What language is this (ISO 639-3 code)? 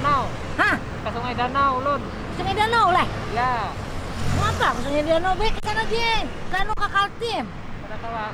bjn